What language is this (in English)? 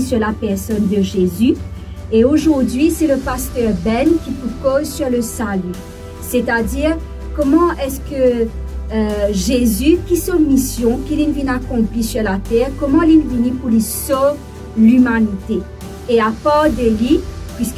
Morisyen